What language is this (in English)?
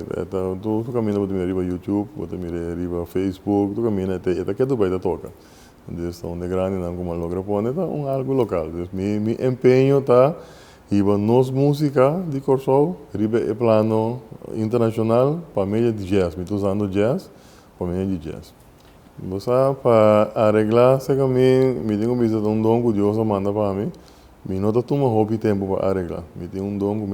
Papiamento